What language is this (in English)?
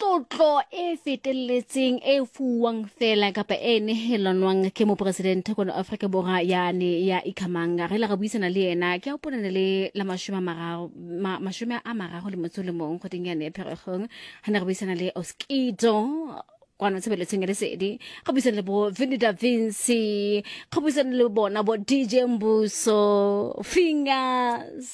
Southern Sotho